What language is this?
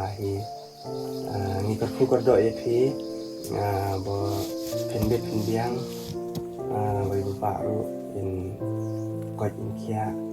Khasi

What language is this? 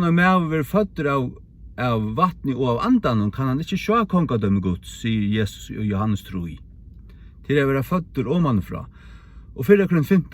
Faroese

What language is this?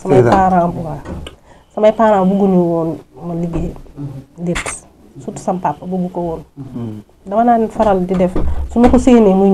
Wolof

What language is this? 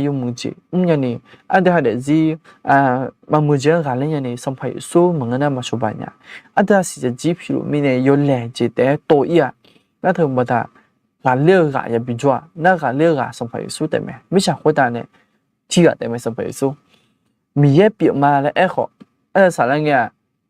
Akha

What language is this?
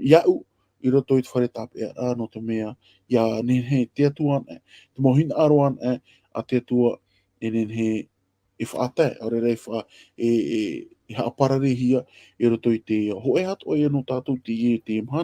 Tahitian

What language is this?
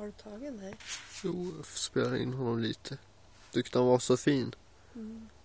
Swedish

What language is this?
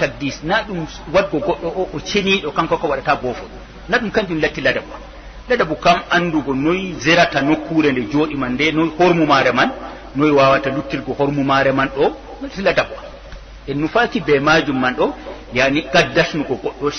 Fula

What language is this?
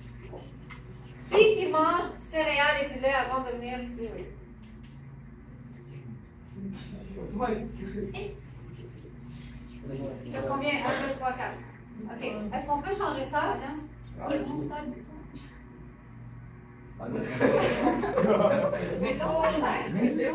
French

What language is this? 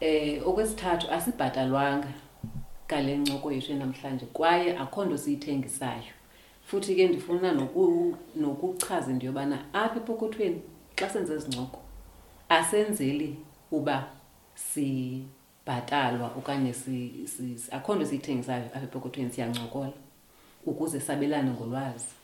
Xhosa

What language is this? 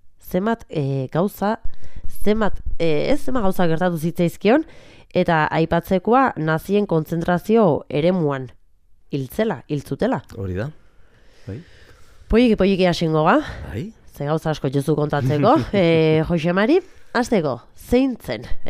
Basque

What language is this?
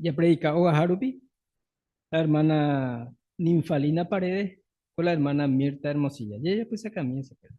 Guarani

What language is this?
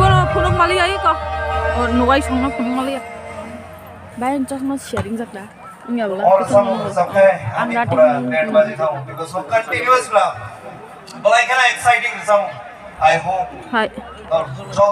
Kok Borok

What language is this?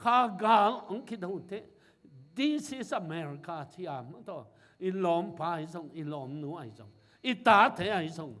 Tedim Chin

